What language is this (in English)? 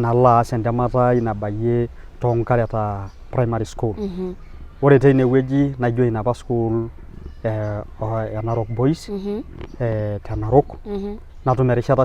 Masai